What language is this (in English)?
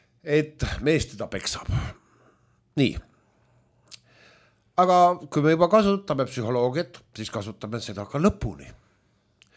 Estonian